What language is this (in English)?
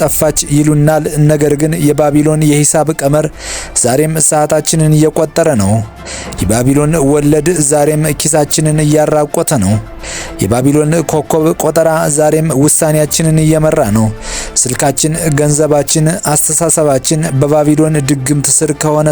Amharic